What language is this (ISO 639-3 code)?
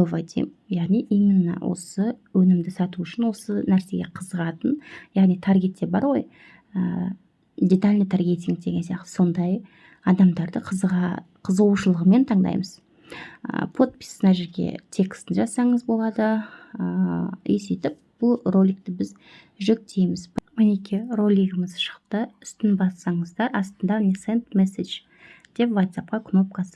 kaz